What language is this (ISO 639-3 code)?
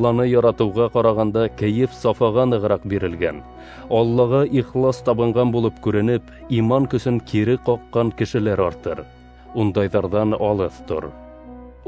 bak